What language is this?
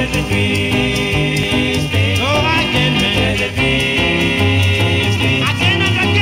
Swahili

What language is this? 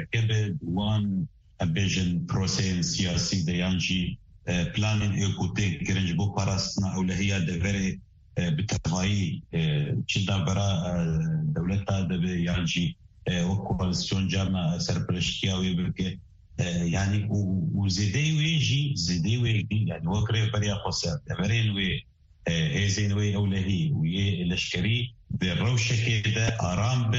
Kurdish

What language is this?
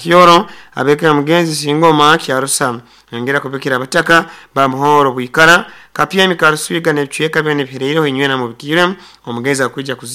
Nyoro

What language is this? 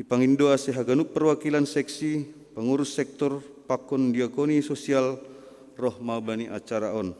Batak Simalungun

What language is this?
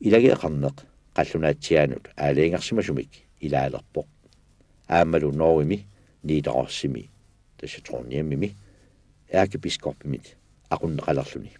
Kalaallisut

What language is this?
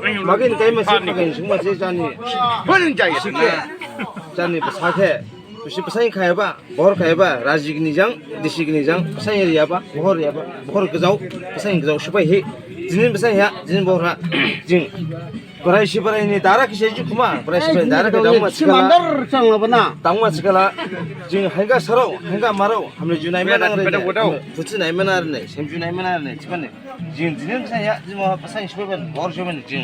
Dimasa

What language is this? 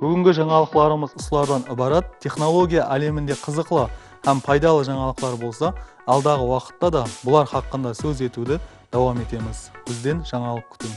Kara-Kalpak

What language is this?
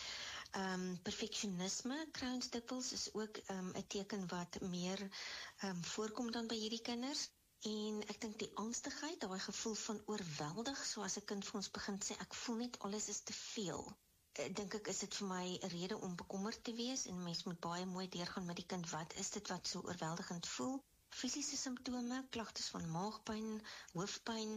Afrikaans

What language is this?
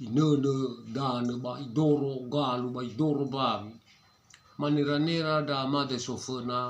Nias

